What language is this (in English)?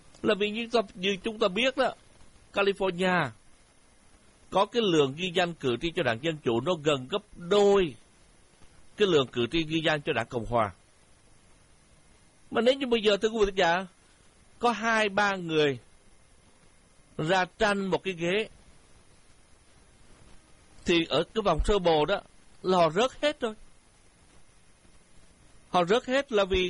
Vietnamese